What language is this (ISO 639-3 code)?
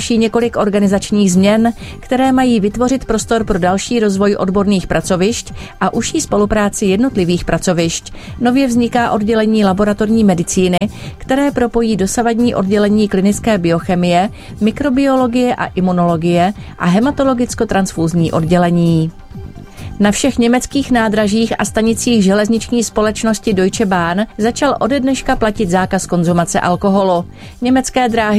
ces